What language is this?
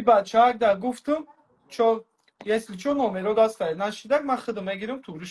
Tajik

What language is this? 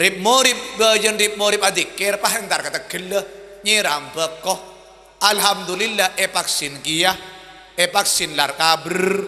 Madurese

